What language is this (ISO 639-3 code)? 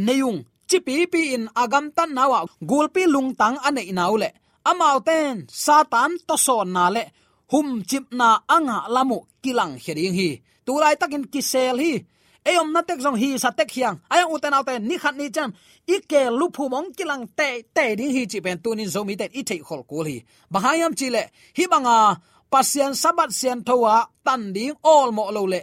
ctd